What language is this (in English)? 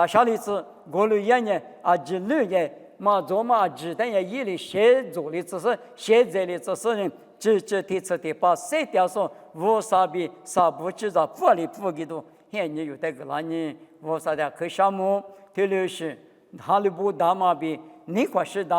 Lisu